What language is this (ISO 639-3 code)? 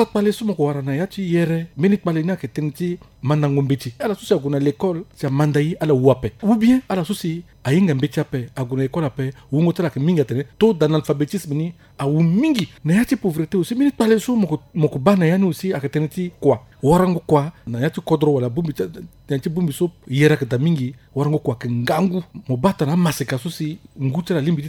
sag